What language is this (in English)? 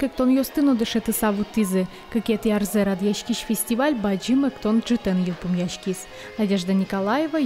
Udmurt